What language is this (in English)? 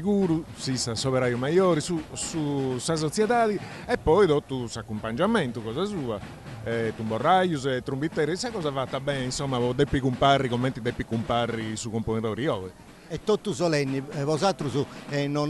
Sardinian